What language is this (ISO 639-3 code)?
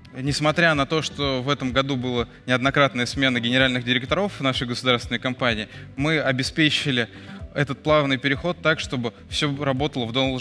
rus